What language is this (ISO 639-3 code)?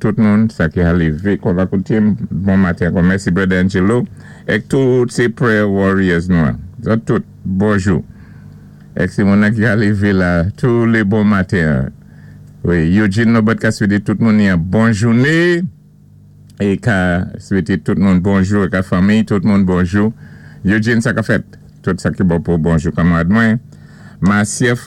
acf